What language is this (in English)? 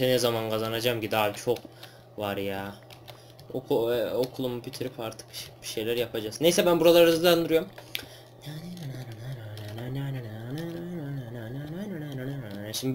Turkish